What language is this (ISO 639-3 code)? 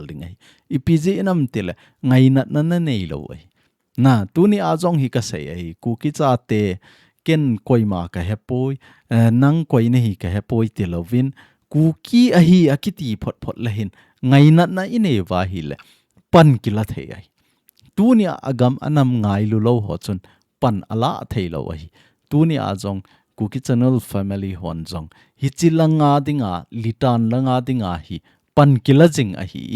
tcz